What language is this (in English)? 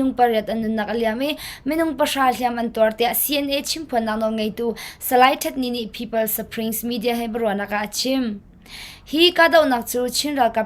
Hakha Chin